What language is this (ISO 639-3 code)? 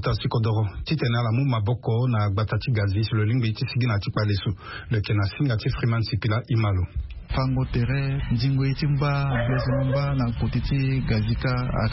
sag